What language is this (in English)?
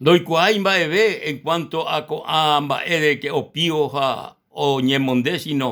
Guarani